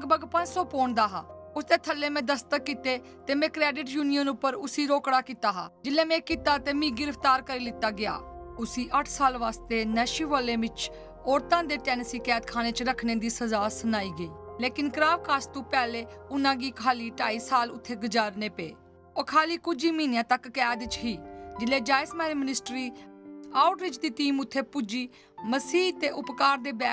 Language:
Dogri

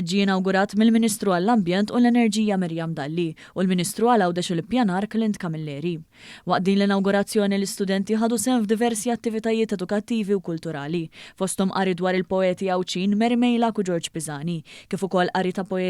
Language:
Maltese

